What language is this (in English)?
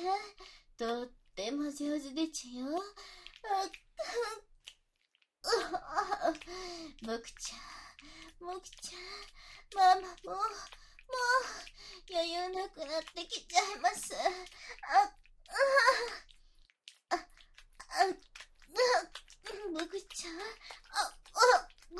Japanese